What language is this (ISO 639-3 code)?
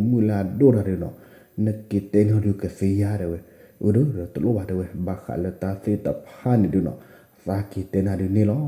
ksw